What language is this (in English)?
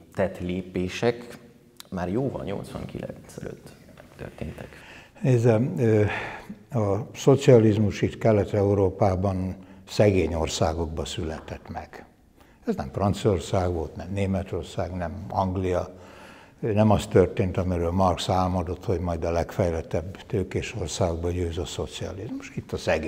Hungarian